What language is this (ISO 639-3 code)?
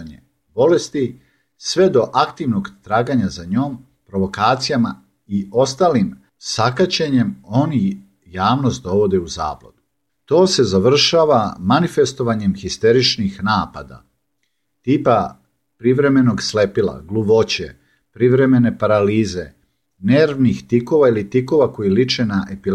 srp